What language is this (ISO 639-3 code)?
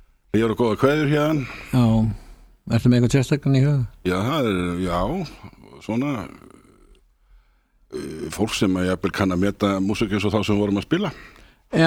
isl